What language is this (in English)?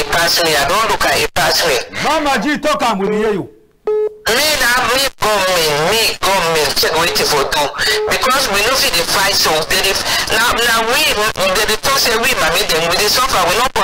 Cameroon Pidgin